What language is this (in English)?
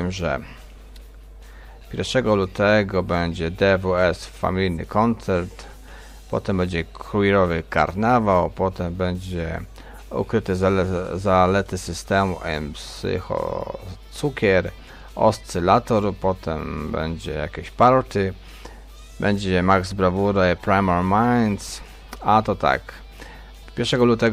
Polish